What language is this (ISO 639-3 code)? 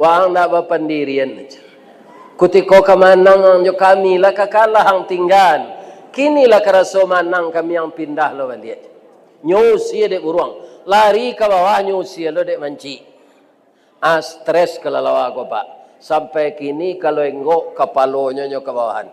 min